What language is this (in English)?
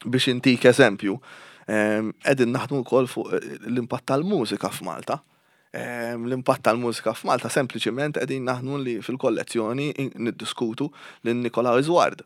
Maltese